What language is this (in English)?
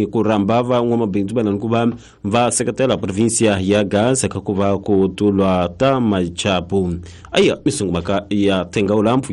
Tsonga